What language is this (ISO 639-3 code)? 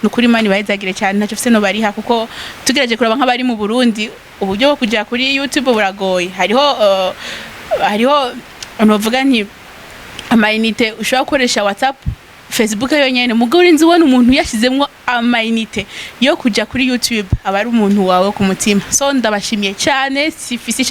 run